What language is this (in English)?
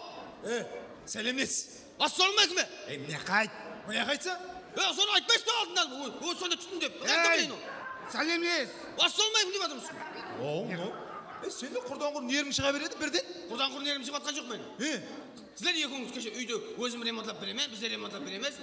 Kara-Kalpak